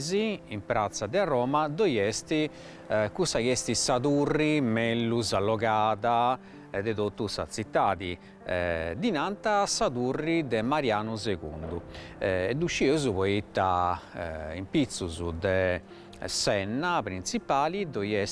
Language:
Sardinian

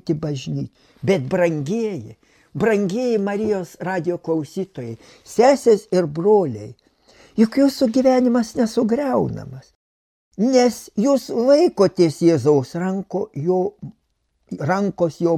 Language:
Lithuanian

